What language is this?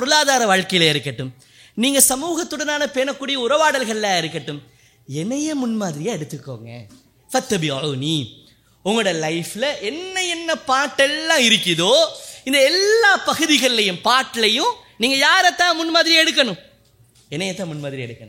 Tamil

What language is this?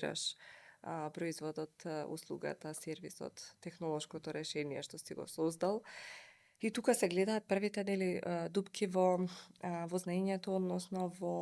Macedonian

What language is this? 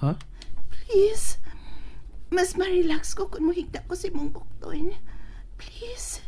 Cebuano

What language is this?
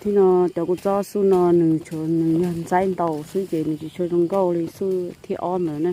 Hmong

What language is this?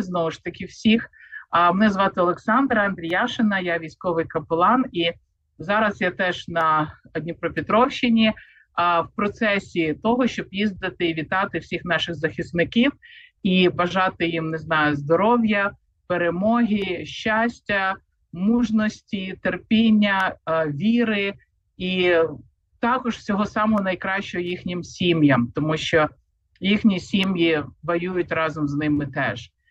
Ukrainian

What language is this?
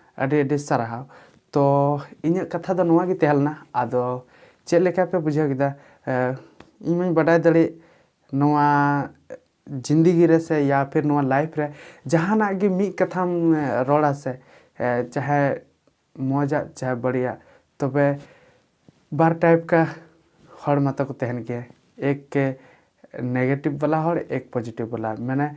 Santali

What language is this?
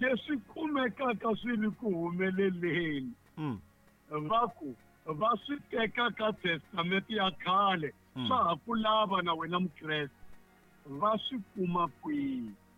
Tsonga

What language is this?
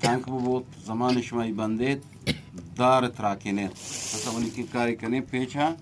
Eastern Balochi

